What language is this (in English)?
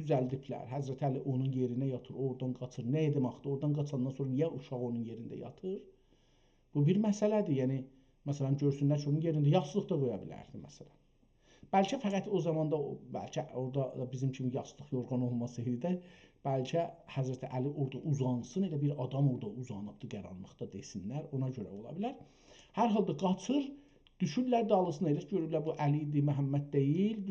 South Azerbaijani